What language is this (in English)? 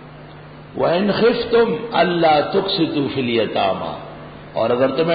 Urdu